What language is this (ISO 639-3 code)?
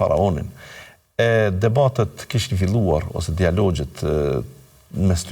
sqi